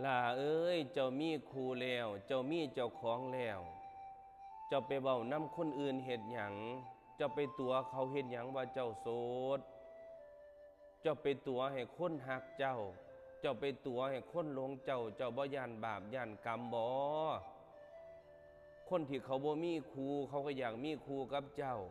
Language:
Lao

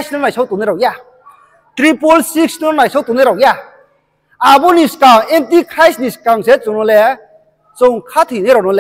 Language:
Riang (India)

